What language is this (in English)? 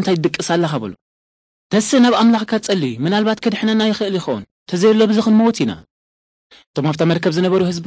Tigrinya